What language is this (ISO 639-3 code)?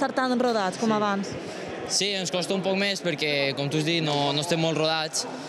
cat